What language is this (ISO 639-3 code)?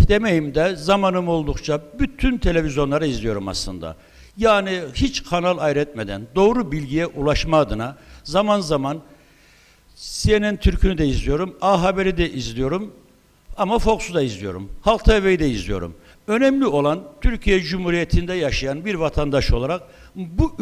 tur